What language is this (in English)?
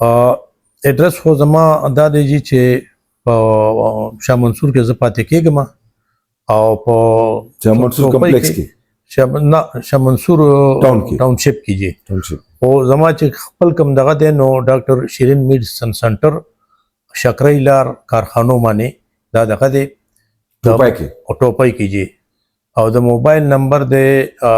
Pashto